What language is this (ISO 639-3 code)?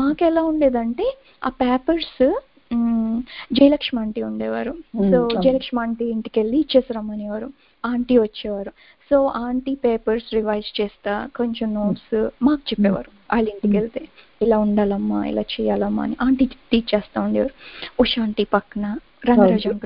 tel